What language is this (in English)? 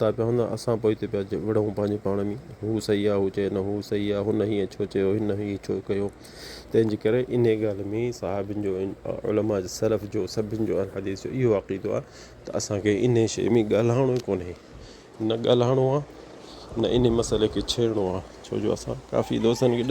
Sindhi